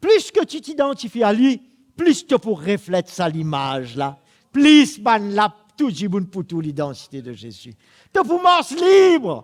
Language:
Morisyen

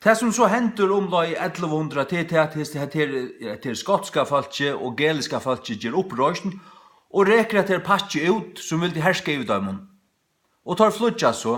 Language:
Faroese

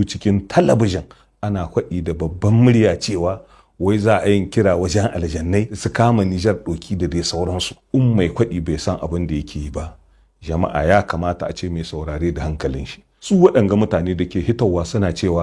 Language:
Hausa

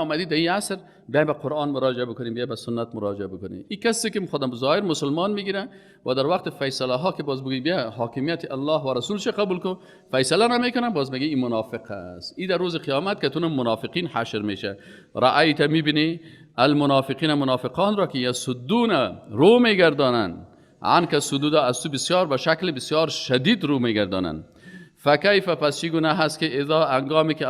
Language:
Persian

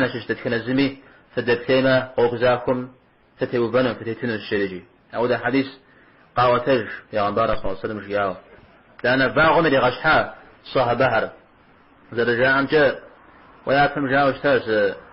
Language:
Kabardian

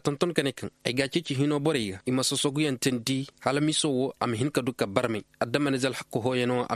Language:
Koyraboro Senni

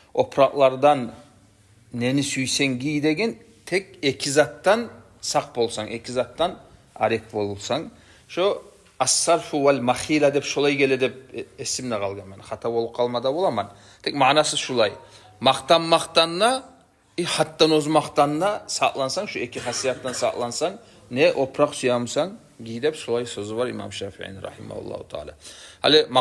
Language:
Kumyk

